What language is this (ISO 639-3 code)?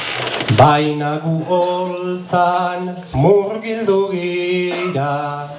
eus